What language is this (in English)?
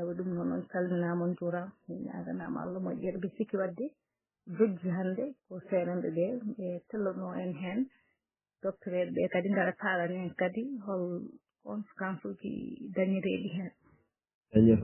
Fula